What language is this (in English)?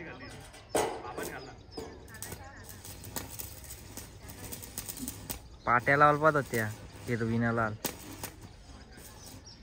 Marathi